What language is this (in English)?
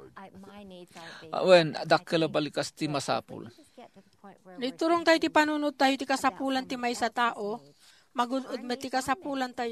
Iloko